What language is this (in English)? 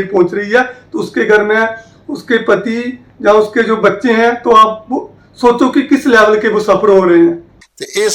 Dogri